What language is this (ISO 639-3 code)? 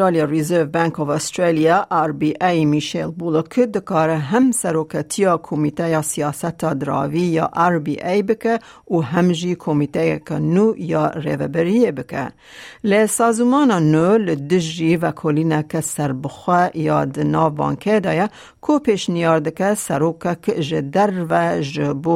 kur